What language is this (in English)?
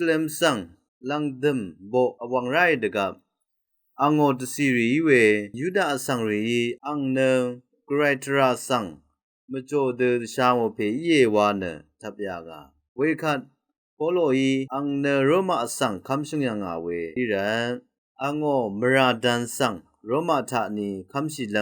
Rawang